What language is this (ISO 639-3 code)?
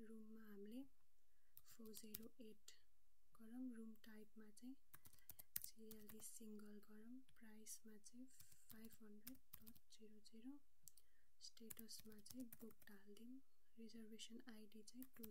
nep